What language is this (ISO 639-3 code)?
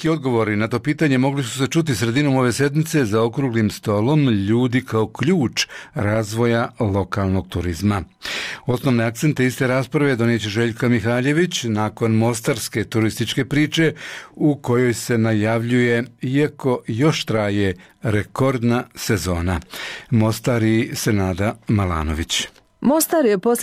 bos